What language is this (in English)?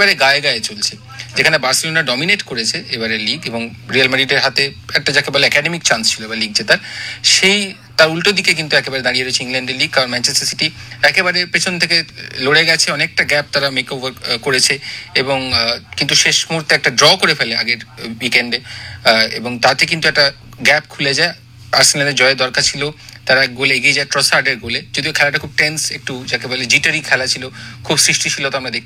Bangla